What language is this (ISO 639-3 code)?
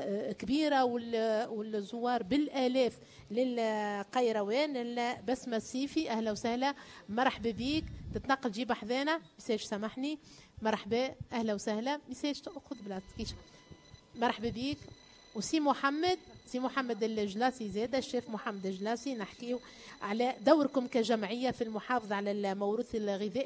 aeb